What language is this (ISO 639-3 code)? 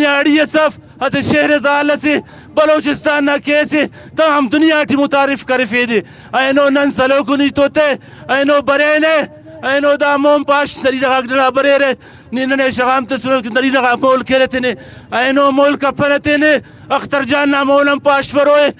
brh